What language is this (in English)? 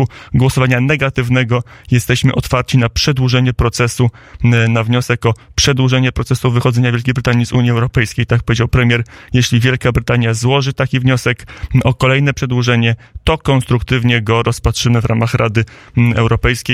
Polish